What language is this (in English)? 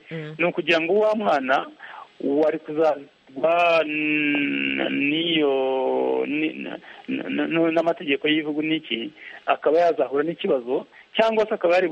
Kinyarwanda